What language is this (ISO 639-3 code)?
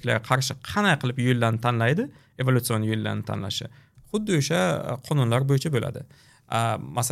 uzb